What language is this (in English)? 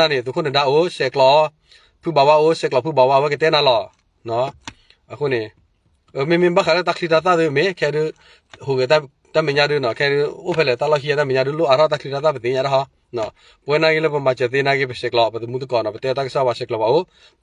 S'gaw Karen